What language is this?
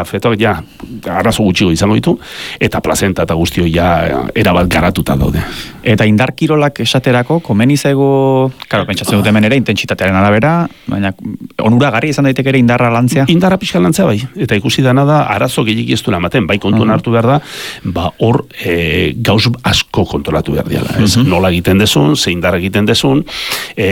Basque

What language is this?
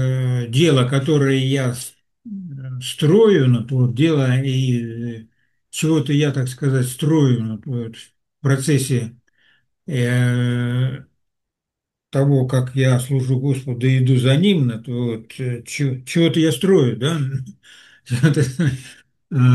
Russian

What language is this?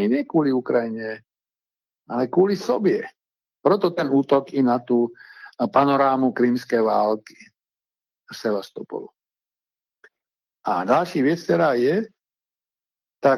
Czech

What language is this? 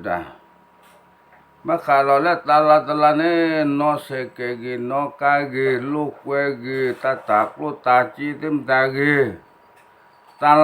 S'gaw Karen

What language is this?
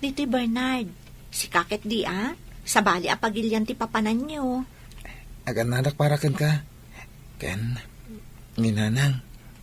Iloko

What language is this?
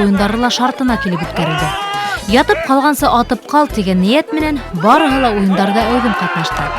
Bashkir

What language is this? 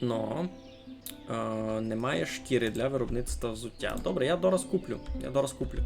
Rusyn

